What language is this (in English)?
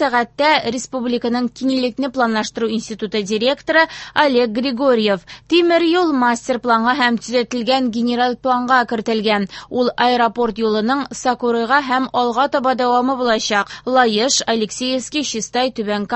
Tatar